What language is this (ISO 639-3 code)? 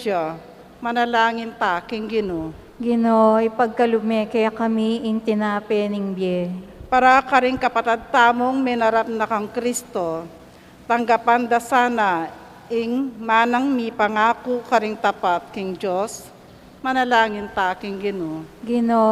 pam